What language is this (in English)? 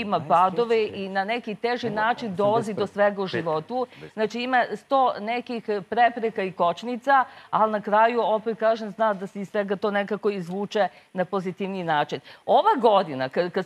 Serbian